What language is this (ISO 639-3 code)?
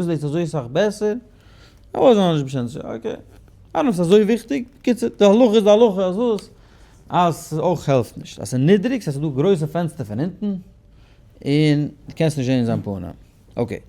yid